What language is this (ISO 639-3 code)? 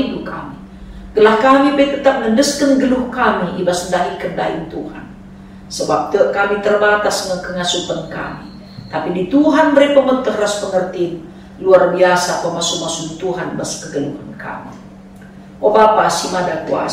btx